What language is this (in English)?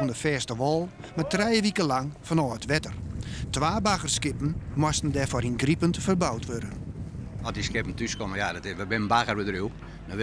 Western Frisian